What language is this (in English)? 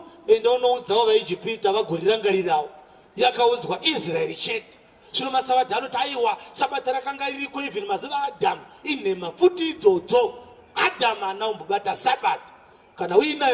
Shona